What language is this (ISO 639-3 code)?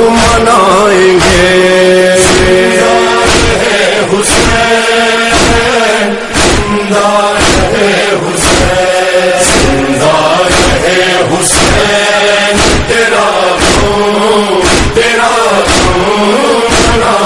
urd